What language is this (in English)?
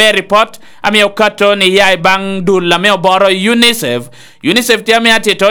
Lango (Uganda)